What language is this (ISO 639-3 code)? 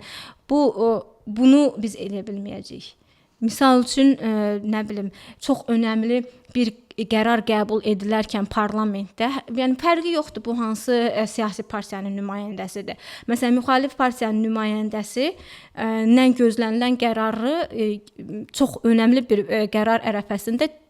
aze